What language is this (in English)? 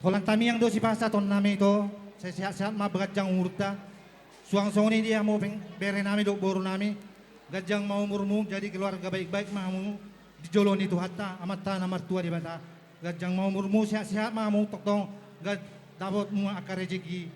Batak Toba